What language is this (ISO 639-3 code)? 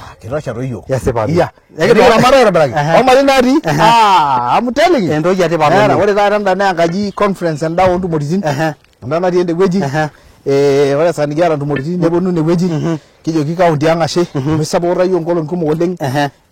mas